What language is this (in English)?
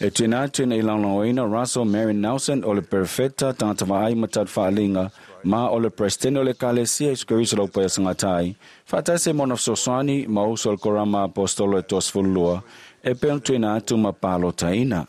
Samoan